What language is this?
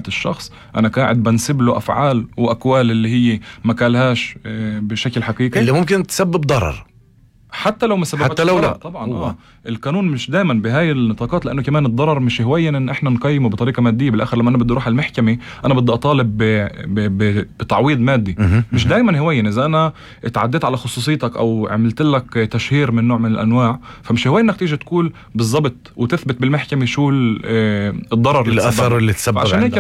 North Levantine Arabic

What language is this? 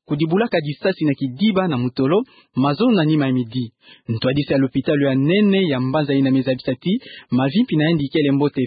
Kituba (Democratic Republic of Congo)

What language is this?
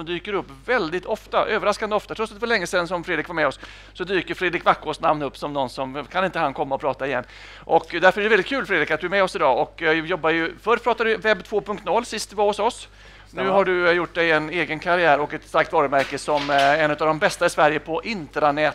Swedish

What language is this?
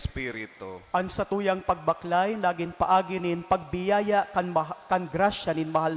Bikol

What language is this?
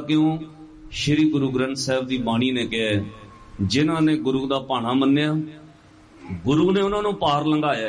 Punjabi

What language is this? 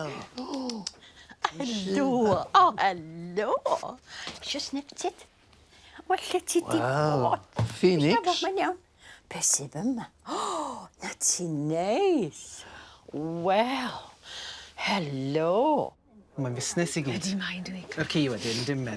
Welsh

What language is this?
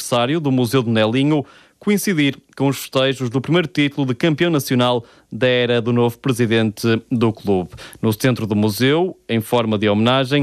Portuguese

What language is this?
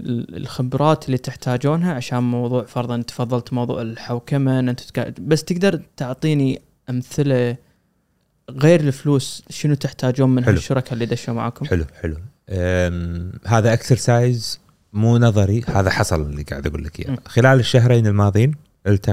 Gulf Arabic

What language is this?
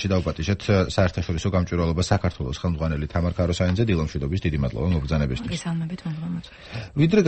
Georgian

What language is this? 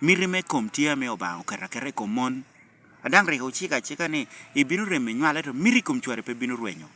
Lango (Uganda)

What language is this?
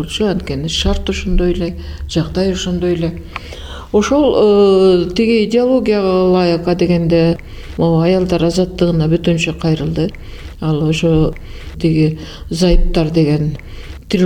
Kyrgyz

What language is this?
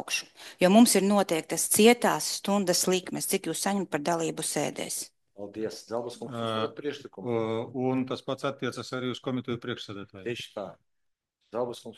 Latvian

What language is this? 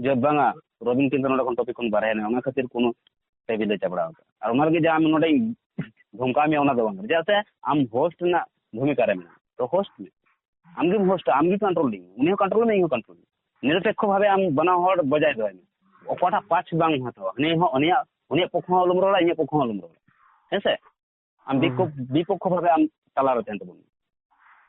Santali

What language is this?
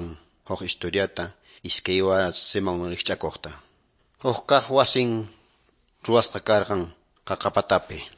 Quechua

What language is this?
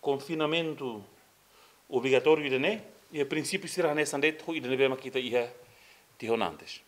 Tetum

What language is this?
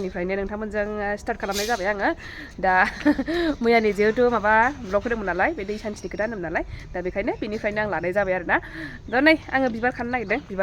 Bodo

